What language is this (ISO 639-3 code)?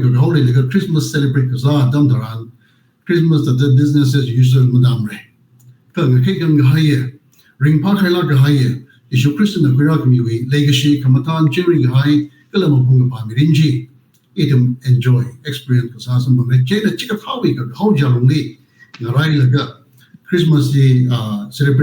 nmf